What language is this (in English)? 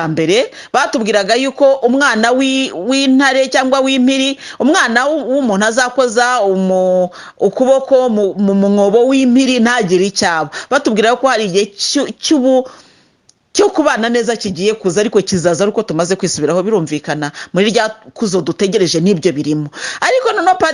Kinyarwanda